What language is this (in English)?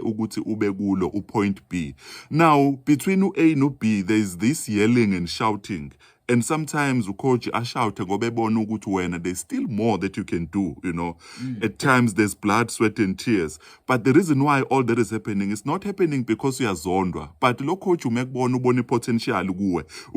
Zulu